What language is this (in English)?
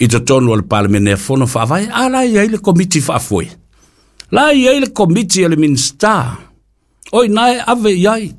Samoan